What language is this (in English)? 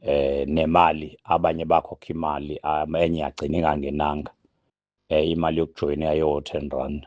Zulu